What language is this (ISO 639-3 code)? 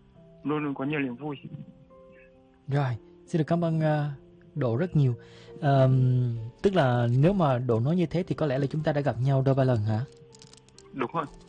vie